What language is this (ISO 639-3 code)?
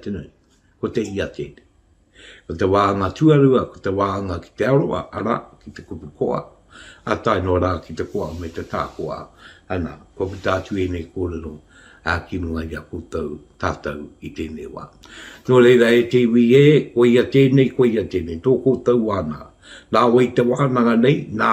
mri